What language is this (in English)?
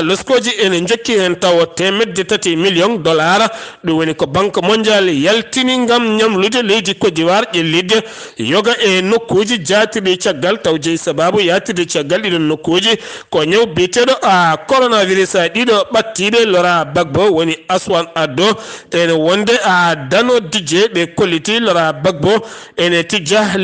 Fula